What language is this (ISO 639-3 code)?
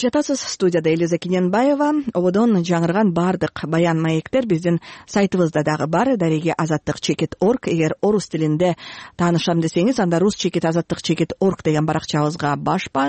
kir